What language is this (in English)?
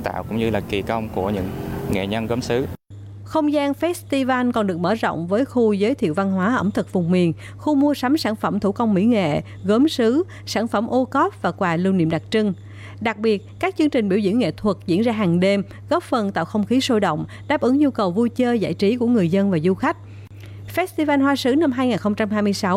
Vietnamese